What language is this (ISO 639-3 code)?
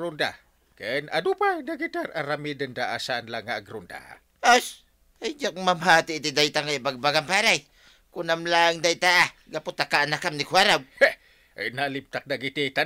ilo